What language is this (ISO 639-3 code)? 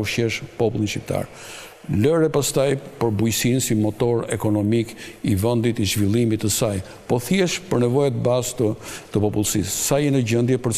sqi